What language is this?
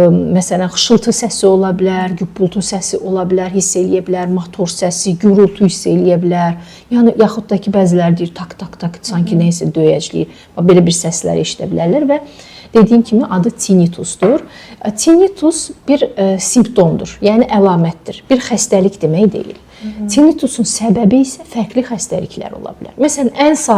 Azerbaijani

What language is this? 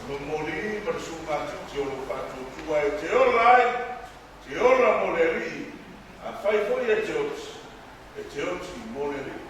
Samoan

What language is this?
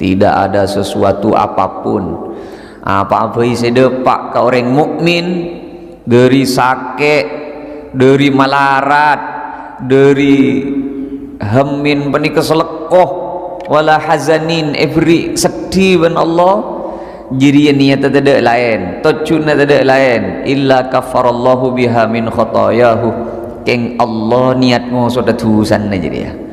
Madurese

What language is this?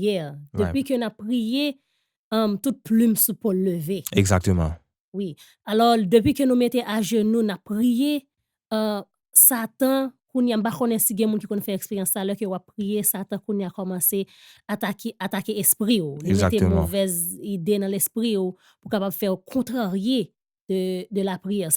Haitian Creole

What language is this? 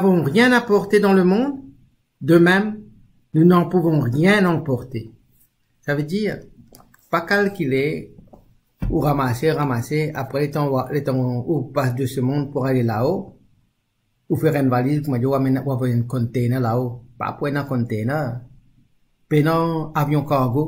Morisyen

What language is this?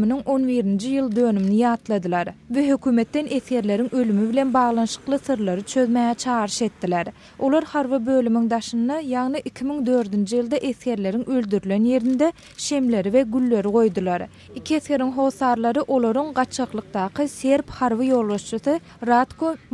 Turkmen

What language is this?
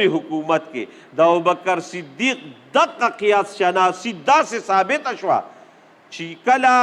Pashto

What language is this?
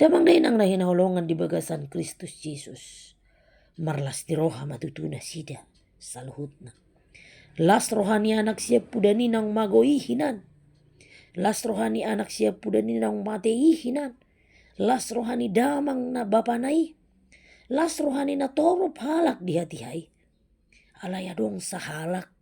Batak Toba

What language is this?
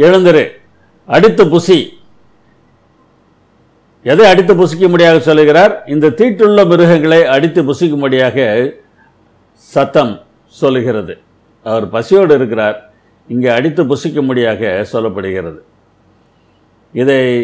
Tamil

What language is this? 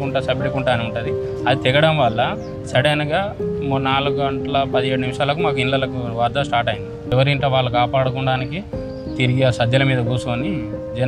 Telugu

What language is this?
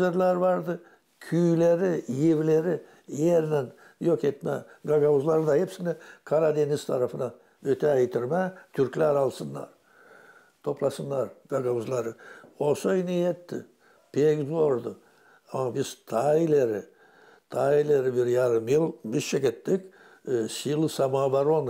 Gagauz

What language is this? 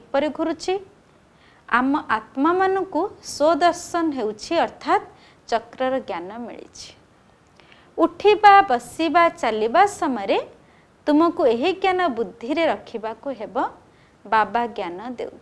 Odia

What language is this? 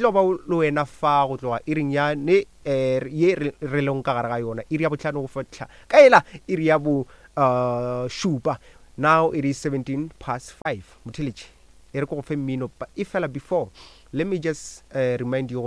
Northern Sotho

